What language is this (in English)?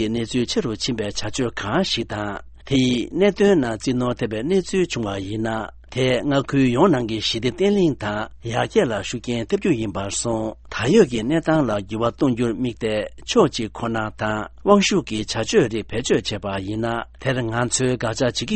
Tibetan